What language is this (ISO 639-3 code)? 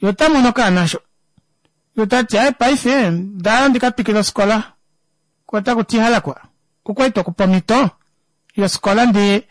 kua